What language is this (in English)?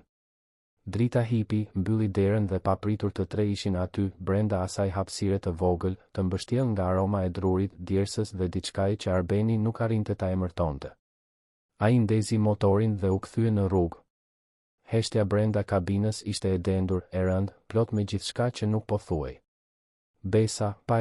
Albanian